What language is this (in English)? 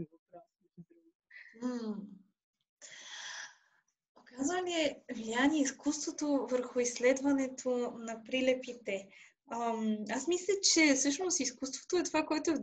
Bulgarian